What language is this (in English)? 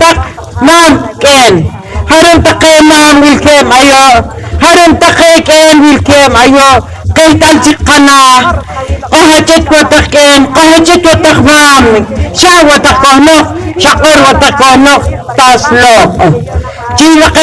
Poqomchi'